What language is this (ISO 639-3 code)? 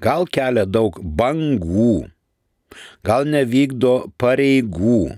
lit